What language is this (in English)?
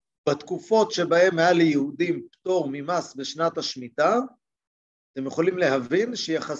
Hebrew